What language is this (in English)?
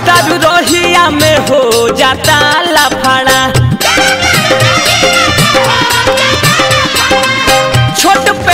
Bhojpuri